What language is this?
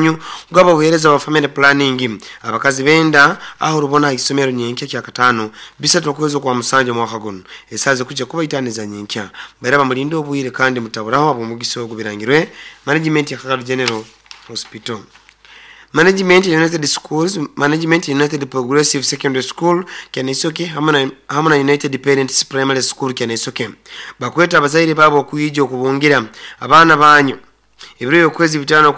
Nyoro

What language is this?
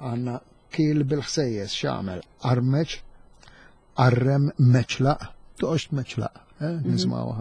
Maltese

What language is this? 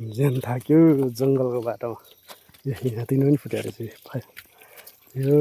Nepali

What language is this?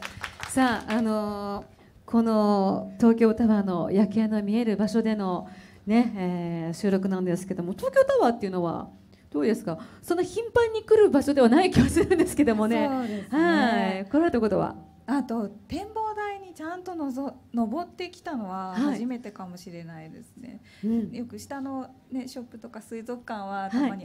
Japanese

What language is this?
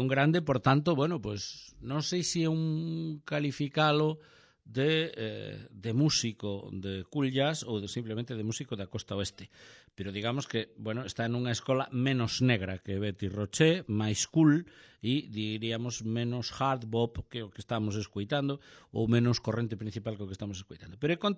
Galician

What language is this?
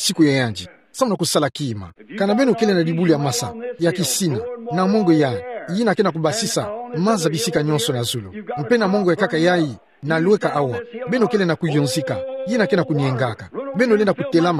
Kituba (Democratic Republic of Congo)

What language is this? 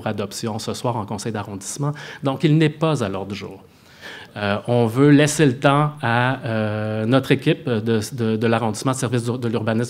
French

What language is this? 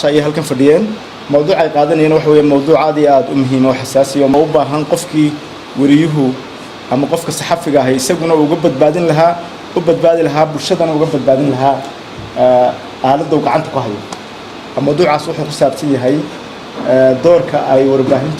Somali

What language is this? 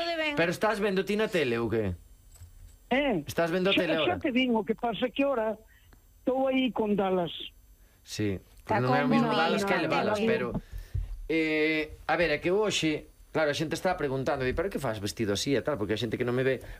Galician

